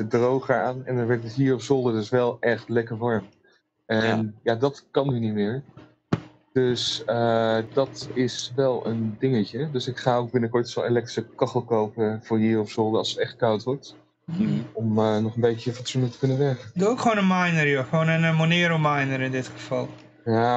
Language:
Dutch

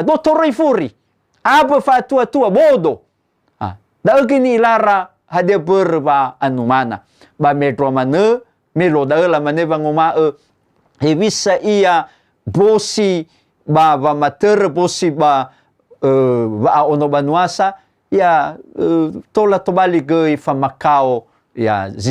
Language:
Nias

